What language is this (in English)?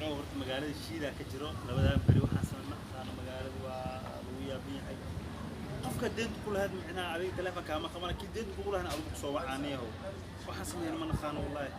Somali